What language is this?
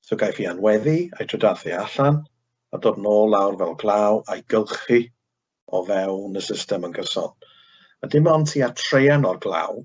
Welsh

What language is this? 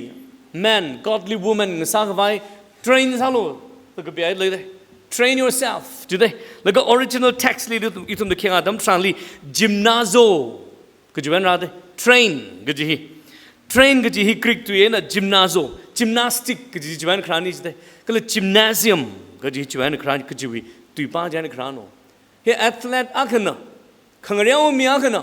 Tangkhul Naga (India)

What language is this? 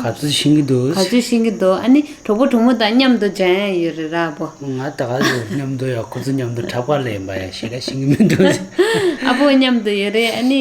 Tibetan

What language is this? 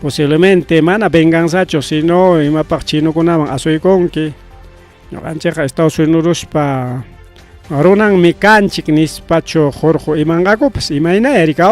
Ayacucho Quechua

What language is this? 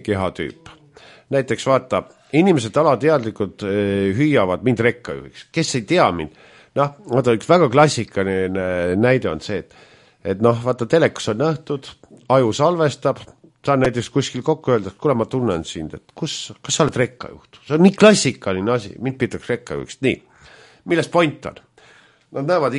Estonian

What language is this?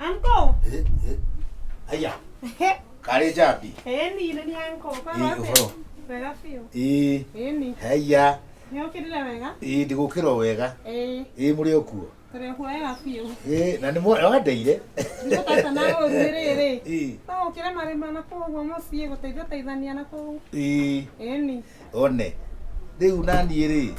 Kikuyu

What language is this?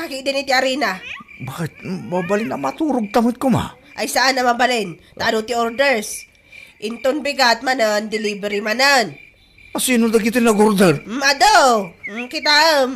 Iloko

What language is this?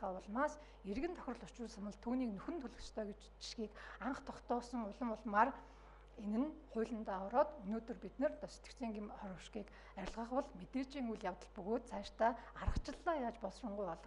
Mongolian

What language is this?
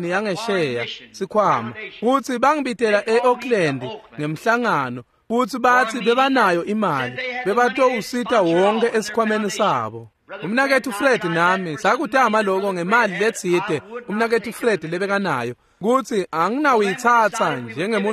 Swati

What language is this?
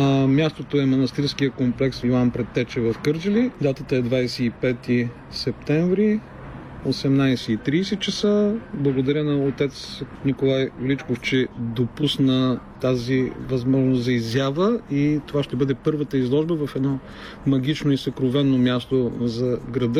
Bulgarian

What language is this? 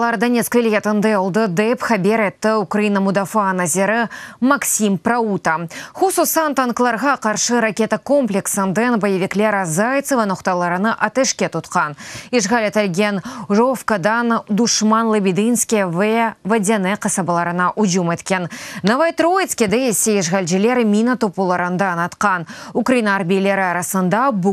Crimean Tatar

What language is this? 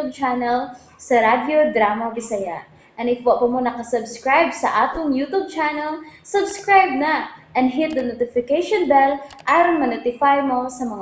Cebuano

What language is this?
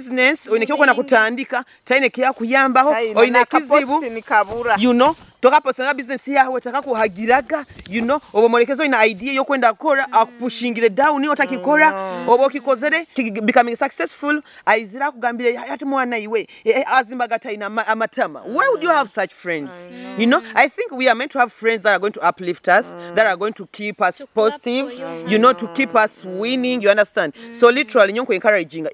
Nyoro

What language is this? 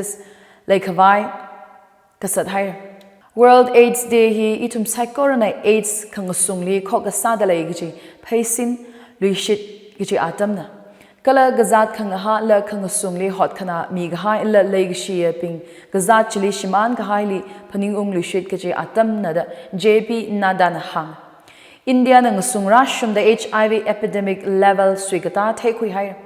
Tangkhul Naga (India)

